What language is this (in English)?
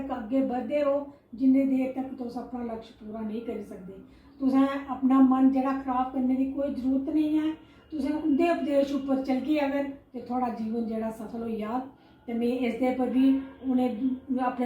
Dogri